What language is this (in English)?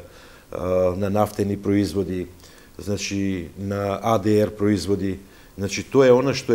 Macedonian